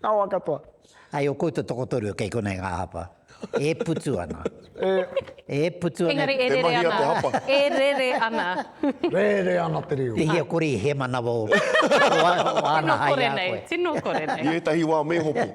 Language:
Māori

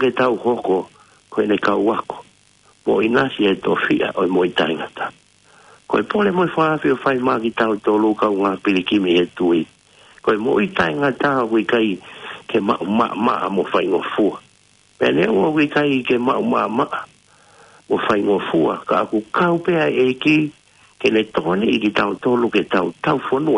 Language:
Tongan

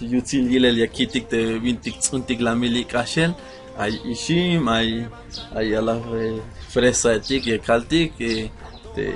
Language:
Tzeltal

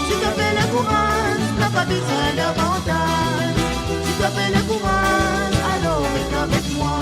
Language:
Morisyen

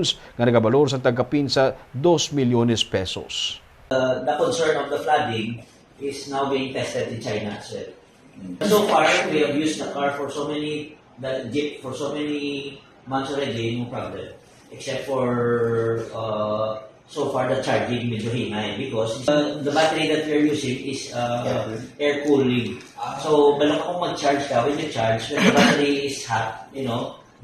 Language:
Hiligaynon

